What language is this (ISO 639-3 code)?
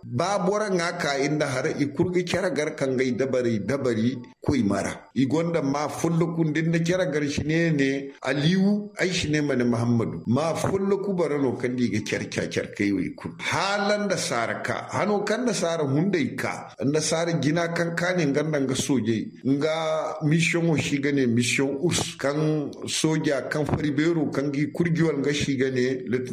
dje